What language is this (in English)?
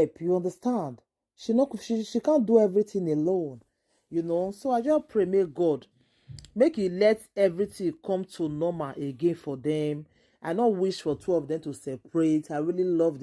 Nigerian Pidgin